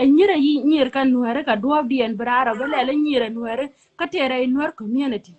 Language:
Nuer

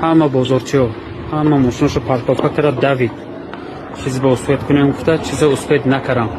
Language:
Tajik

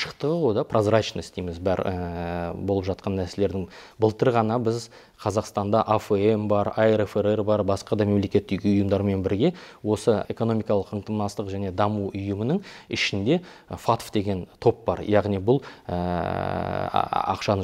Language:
Kazakh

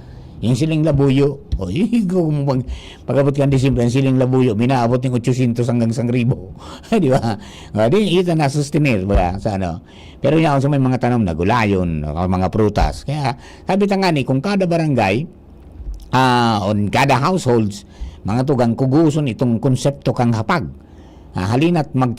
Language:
Bikol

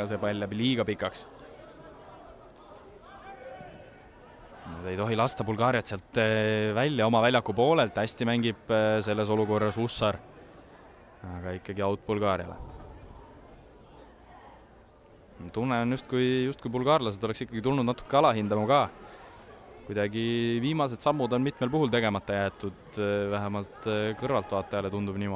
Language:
Estonian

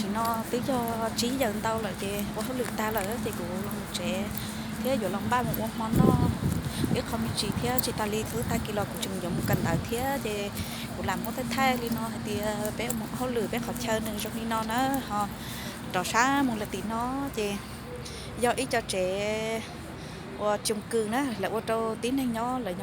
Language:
Hmong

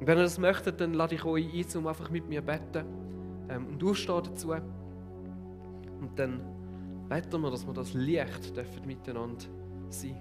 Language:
Swiss German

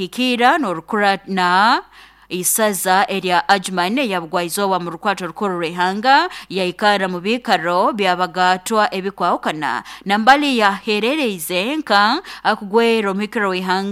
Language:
Nyankole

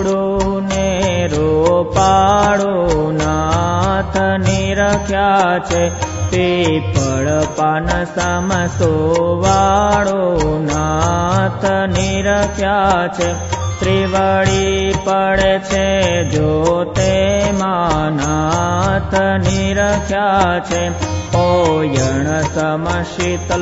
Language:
Gujarati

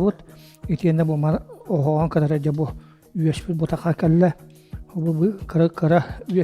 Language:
Yakut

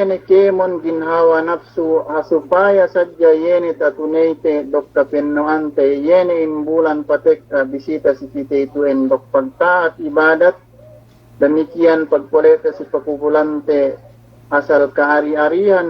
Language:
Yakan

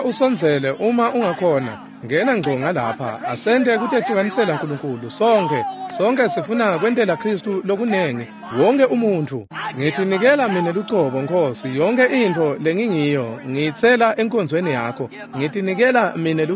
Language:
Swati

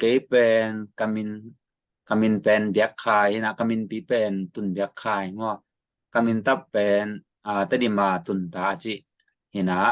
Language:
Tedim Chin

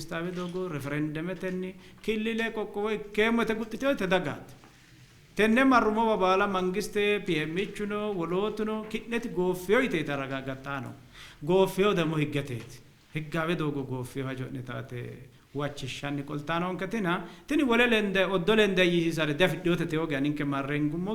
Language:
Sidamo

